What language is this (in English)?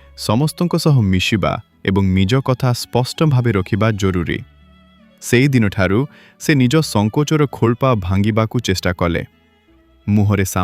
Odia